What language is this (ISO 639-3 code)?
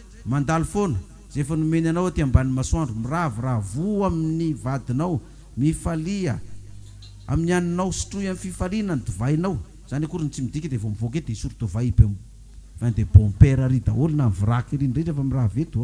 mlg